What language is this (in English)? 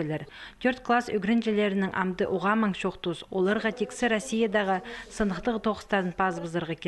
Khakas